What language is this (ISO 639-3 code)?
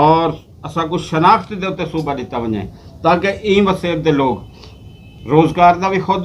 skr